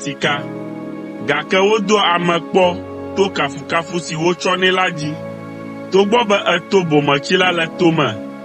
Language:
Ewe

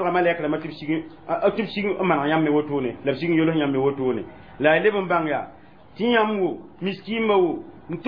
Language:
Mossi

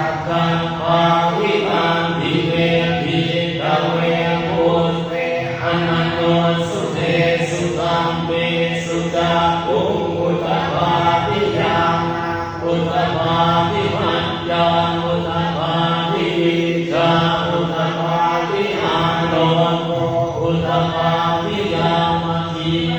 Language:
Pali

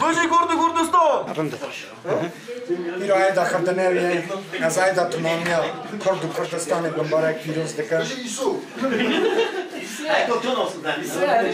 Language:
Kurdish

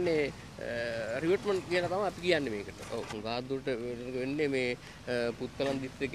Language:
Sinhala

